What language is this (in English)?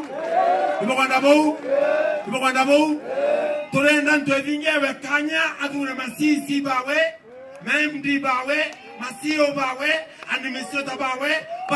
Meru